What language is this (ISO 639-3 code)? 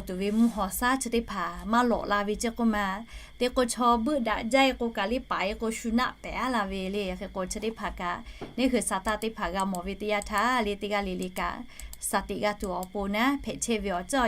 lhu